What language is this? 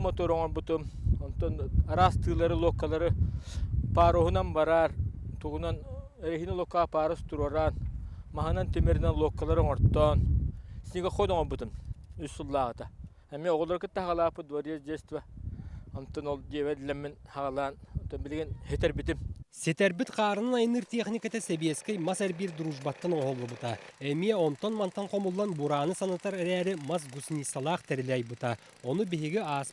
Yakut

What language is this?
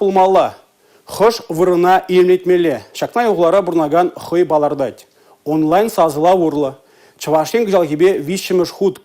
Chuvash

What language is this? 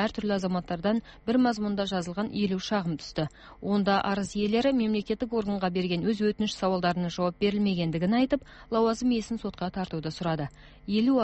Kazakh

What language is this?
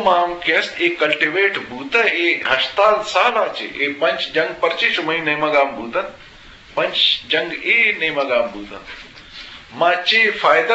Eastern Balochi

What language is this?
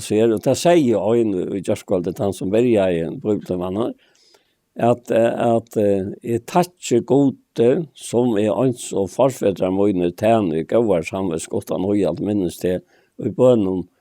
Faroese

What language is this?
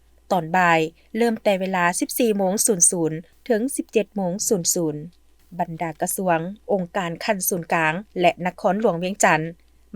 Lao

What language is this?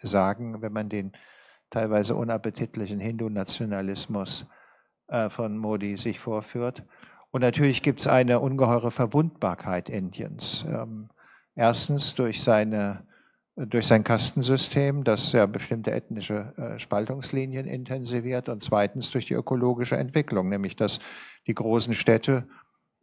German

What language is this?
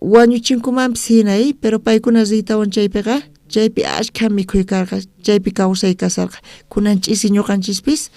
South Bolivian Quechua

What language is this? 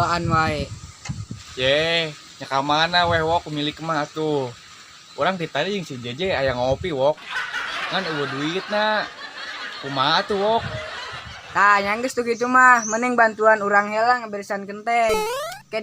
Sundanese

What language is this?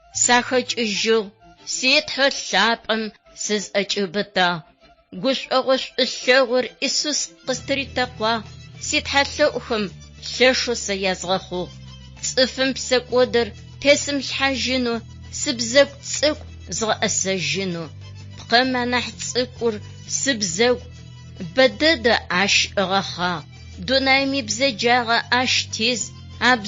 Adyghe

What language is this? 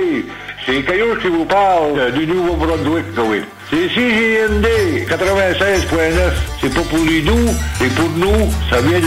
French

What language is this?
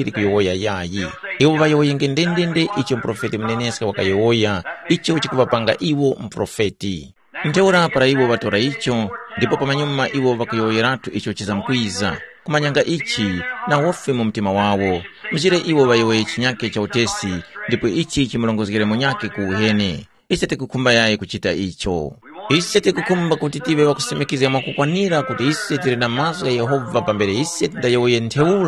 Tumbuka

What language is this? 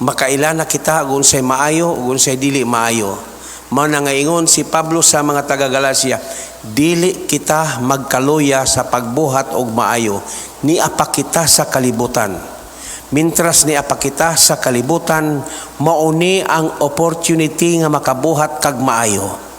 Cebuano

